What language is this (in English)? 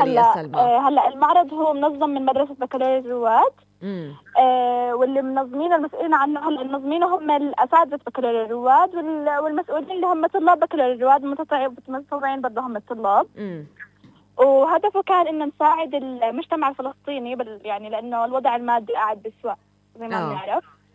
North Levantine Arabic